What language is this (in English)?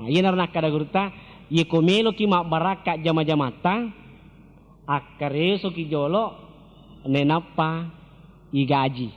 Buginese